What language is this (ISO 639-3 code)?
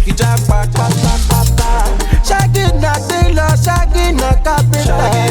pcm